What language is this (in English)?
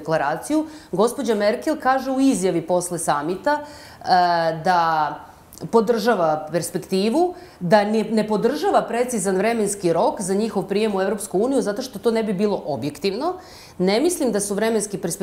Serbian